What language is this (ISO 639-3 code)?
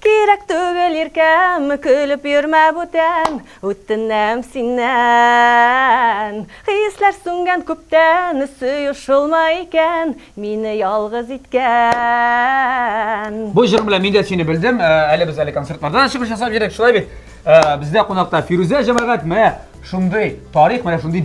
tat